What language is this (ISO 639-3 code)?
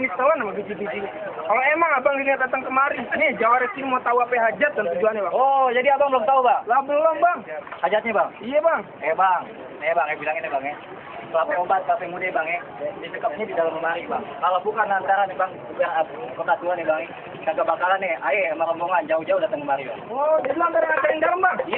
bew